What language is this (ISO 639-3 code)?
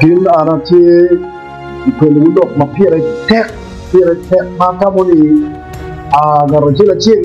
ach